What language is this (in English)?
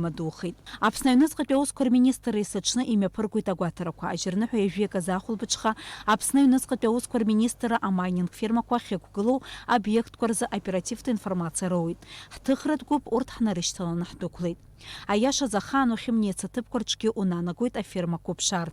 Abkhazian